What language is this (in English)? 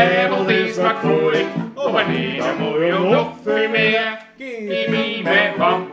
Bavarian